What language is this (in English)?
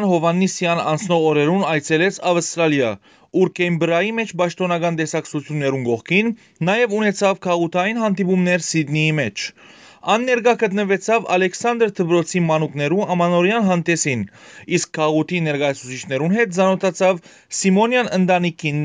Western Armenian